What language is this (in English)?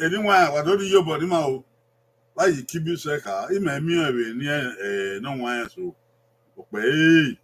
Bini